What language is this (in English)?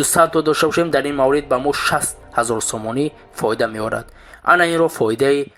Tajik